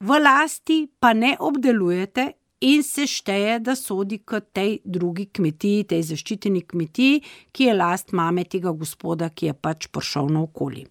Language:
Slovenian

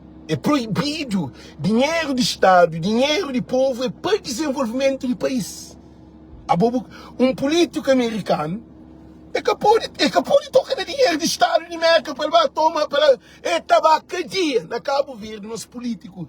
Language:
Kabuverdianu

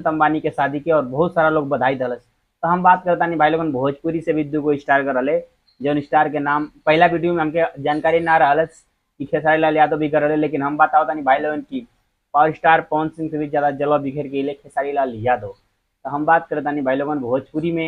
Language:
Bhojpuri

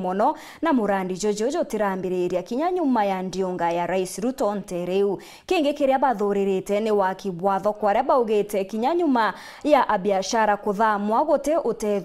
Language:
Meru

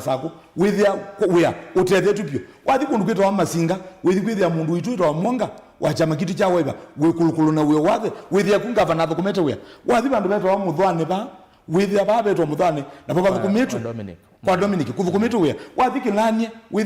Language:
Kamba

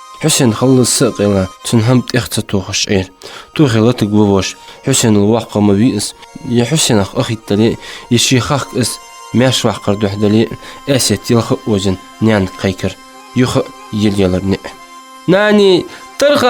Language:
Ingush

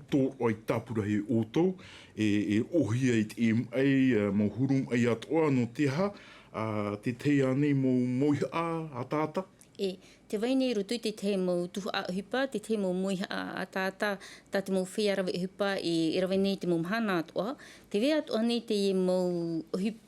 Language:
Tahitian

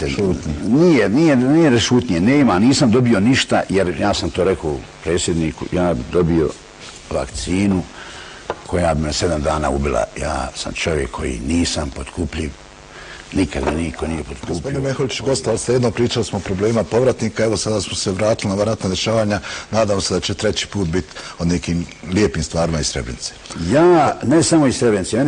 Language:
Bosnian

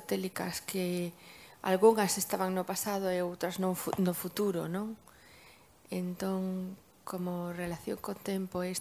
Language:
Galician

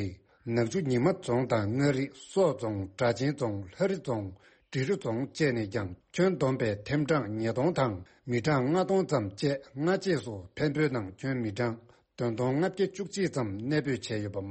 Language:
Tibetan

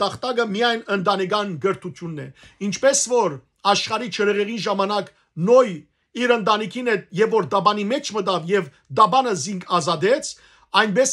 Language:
Western Armenian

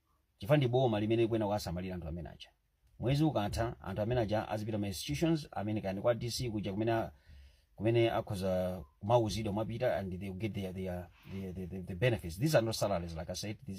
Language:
Nyanja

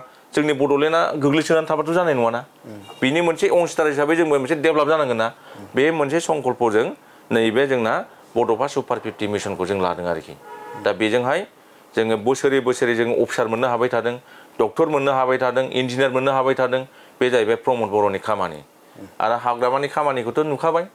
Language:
Bodo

